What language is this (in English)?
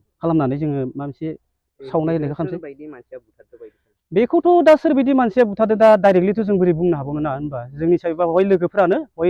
Bodo